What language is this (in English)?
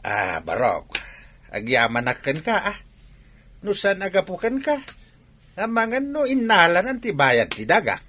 Iloko